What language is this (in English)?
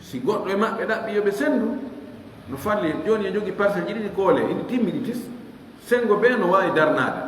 Fula